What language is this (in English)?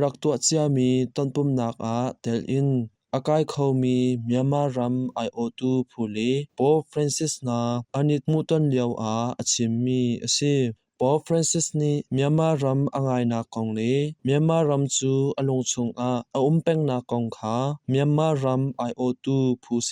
Hakha Chin